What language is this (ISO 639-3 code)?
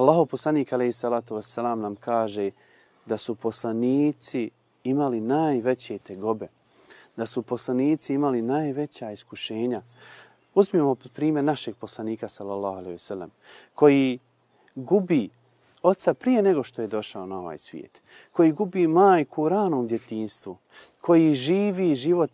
bos